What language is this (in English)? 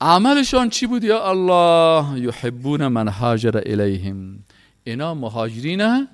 Persian